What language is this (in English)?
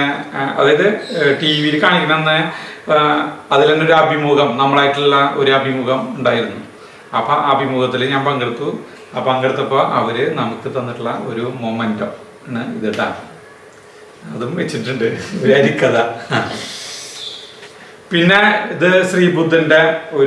Malayalam